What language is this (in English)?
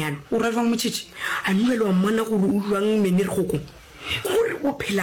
Northern Sotho